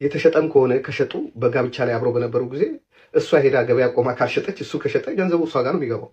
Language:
Amharic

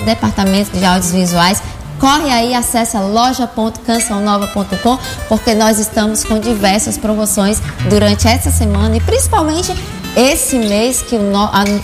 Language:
Portuguese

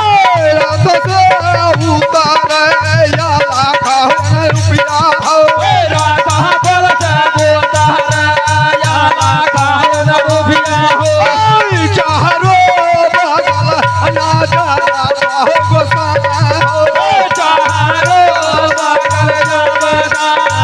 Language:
Maithili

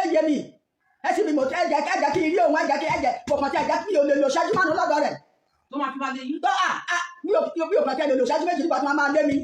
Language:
Yoruba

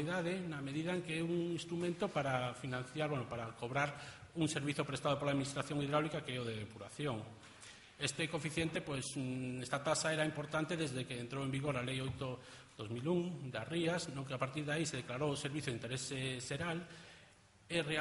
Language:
Galician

